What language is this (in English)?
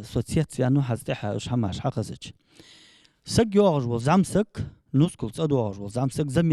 Ingush